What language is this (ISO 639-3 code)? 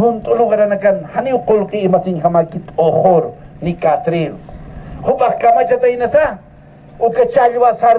aym